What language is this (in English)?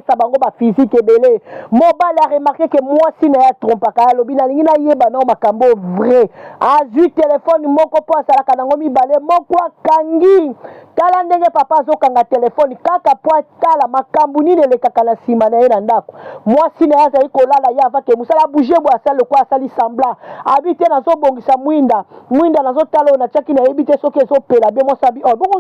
Lingala